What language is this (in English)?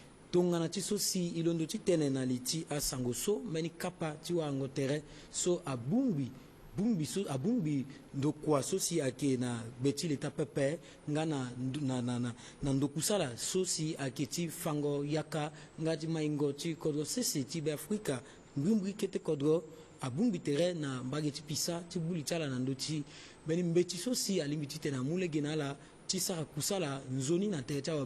Sango